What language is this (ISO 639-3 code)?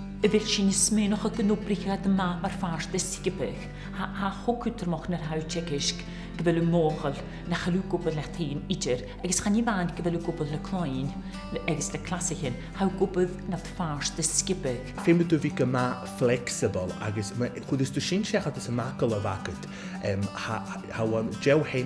gla